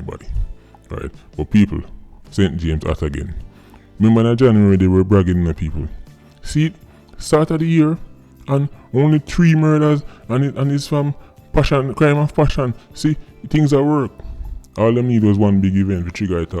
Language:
Jamaican Creole English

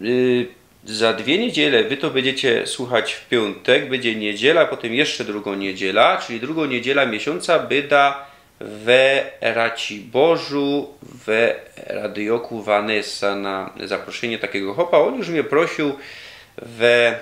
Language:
Silesian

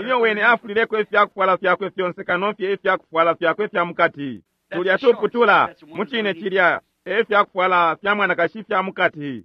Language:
Bemba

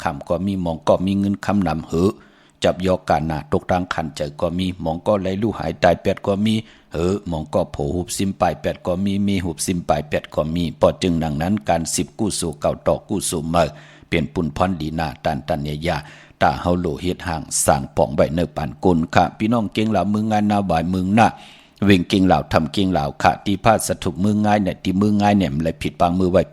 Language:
Shan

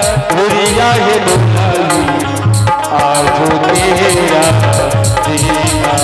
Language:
Angika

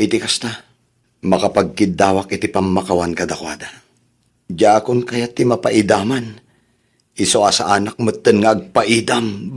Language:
Iloko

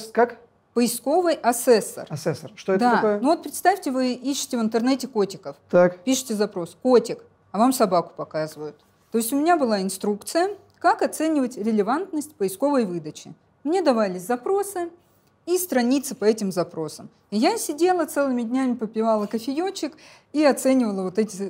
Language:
Russian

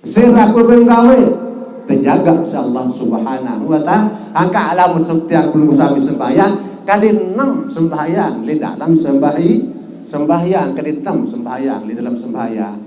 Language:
Sasak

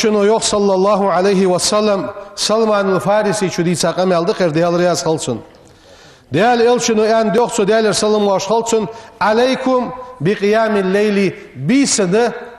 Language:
Ingush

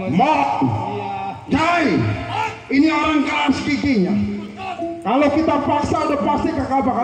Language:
Betawi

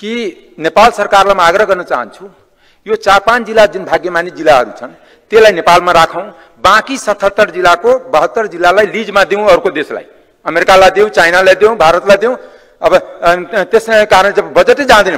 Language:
Nepali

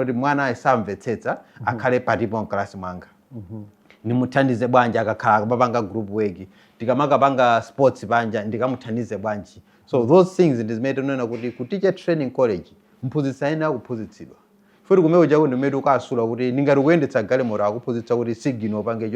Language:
Nyanja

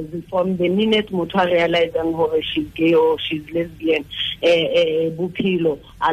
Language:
Tswana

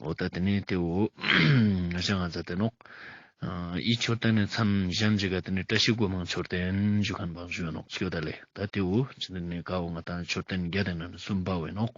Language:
Ladakhi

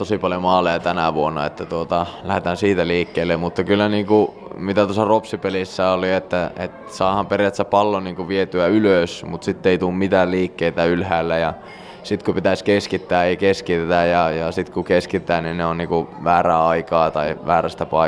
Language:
Finnish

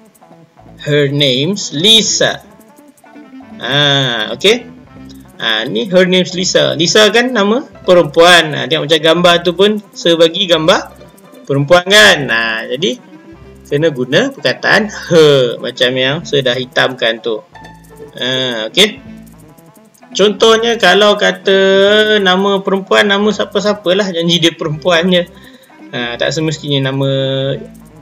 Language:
Malay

